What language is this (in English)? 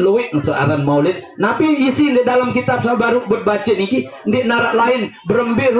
Sasak